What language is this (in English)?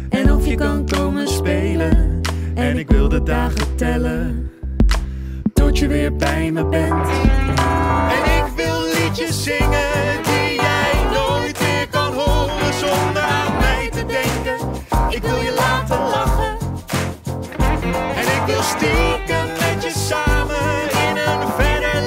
Dutch